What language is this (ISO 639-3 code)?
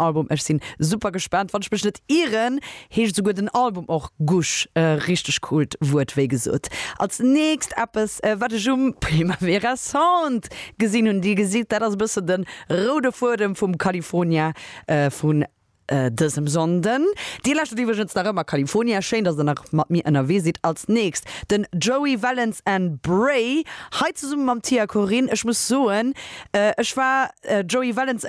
ltz